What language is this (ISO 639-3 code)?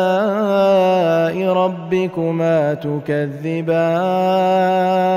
ara